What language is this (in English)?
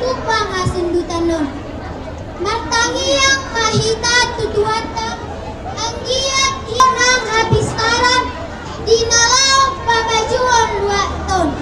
Batak Toba